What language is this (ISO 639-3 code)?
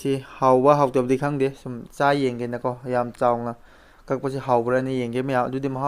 mni